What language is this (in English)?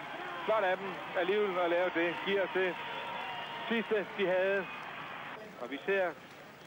Danish